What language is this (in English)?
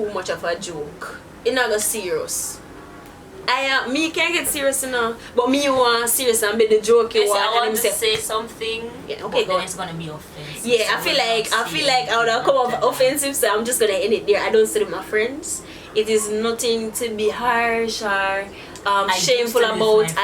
Jamaican Creole English